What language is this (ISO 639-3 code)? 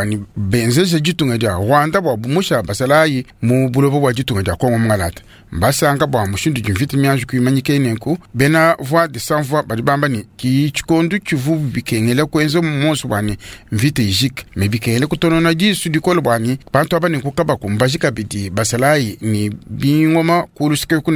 lua